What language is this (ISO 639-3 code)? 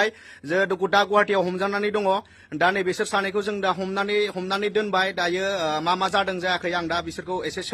brx